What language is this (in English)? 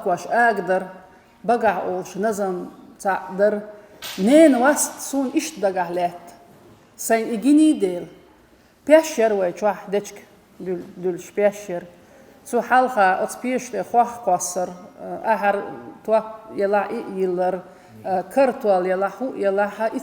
Chechen